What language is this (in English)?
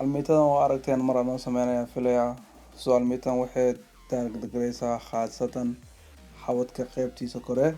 Somali